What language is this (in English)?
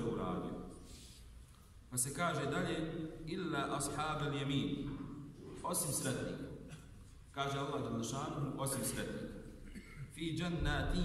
Bosnian